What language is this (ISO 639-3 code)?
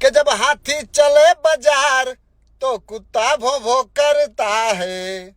bho